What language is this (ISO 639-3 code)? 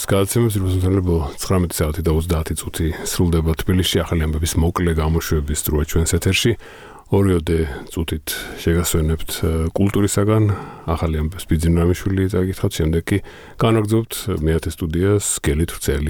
kat